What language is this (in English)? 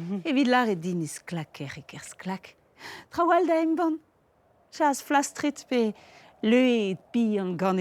Breton